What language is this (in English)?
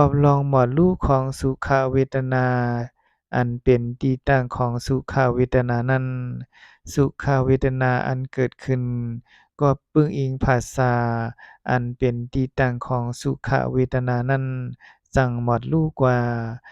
Shan